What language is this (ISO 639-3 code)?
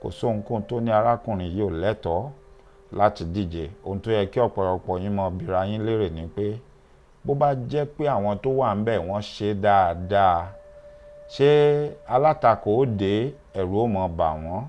yor